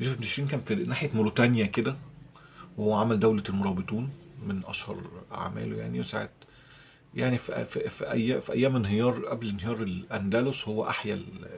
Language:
Egyptian Arabic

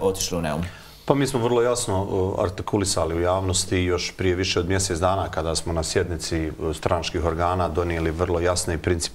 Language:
Bosnian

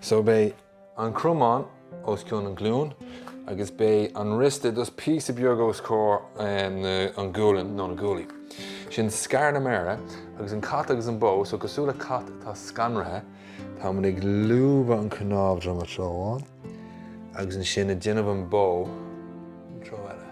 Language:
Irish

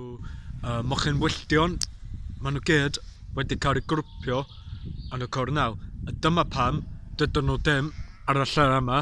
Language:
Welsh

